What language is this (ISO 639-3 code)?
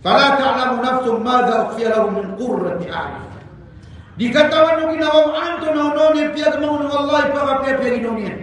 mrw